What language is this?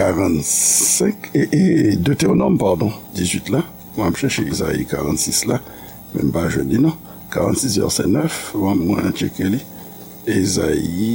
Haitian Creole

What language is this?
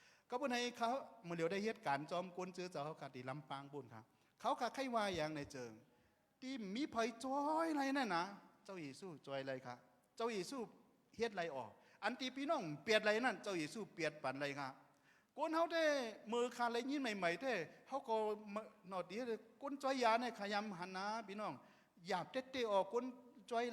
Shan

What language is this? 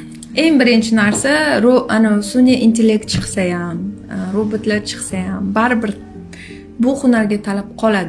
Uzbek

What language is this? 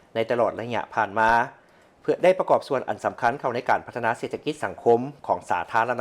Lao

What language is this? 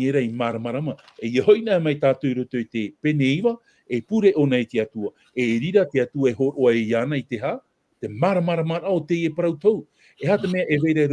Tahitian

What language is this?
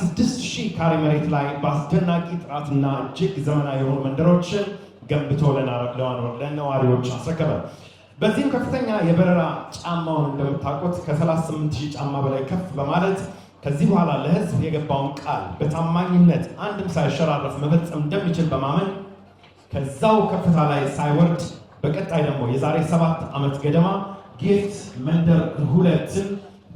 Amharic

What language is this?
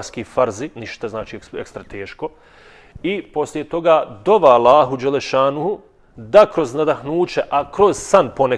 Bosnian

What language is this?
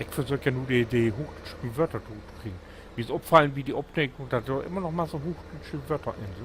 Low German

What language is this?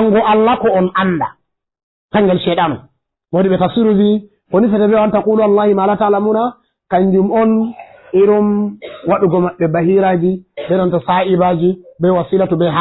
Fula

